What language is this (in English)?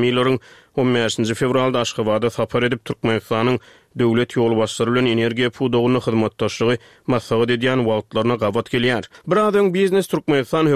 Turkmen